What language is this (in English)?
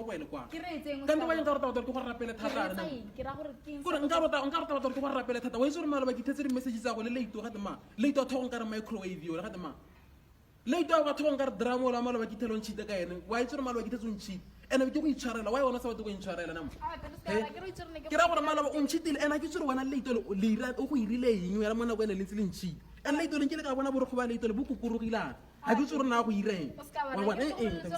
Tswana